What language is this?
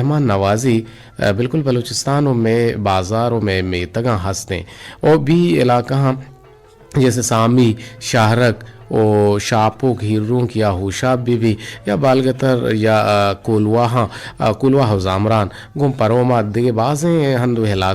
Eastern Balochi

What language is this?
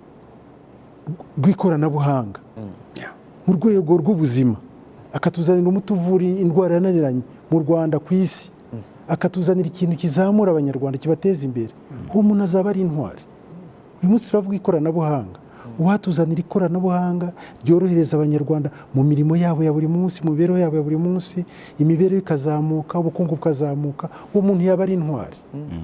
Kinyarwanda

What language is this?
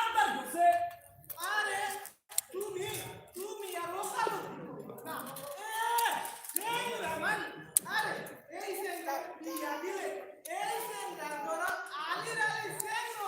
Sylheti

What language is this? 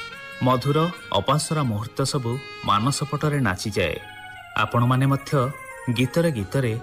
Odia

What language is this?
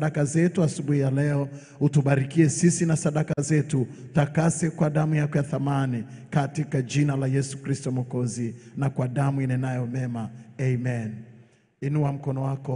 Swahili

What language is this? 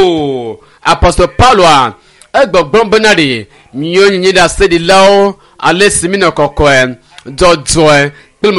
Ewe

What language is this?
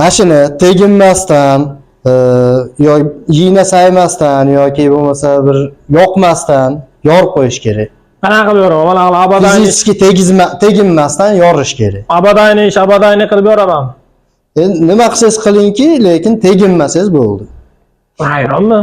Uzbek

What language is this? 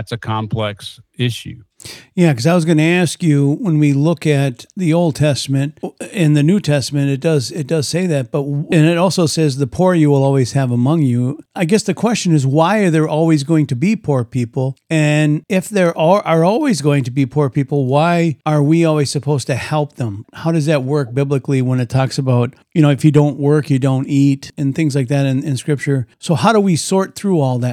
English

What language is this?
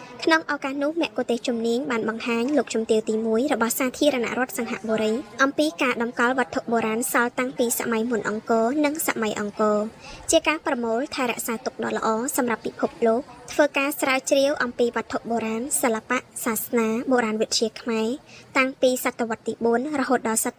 Khmer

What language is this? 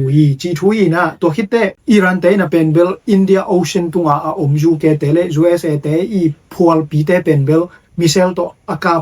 Tedim Chin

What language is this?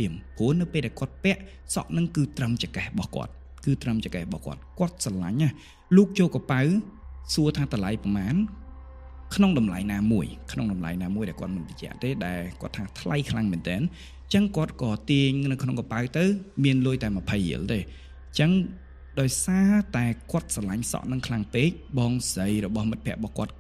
Khmer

